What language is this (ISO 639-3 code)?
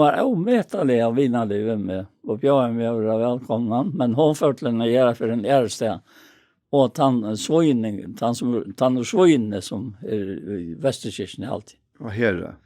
fao